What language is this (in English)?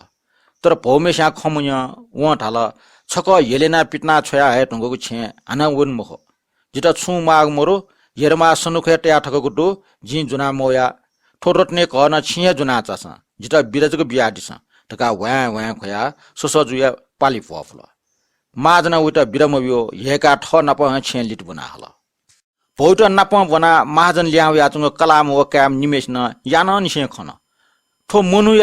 Newari